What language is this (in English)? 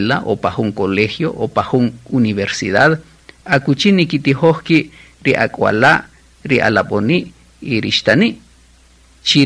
Kaqchikel